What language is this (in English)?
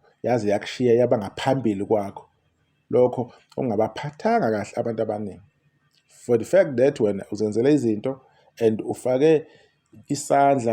Zulu